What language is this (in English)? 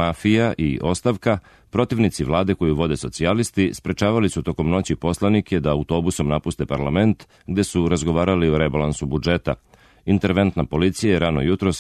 Serbian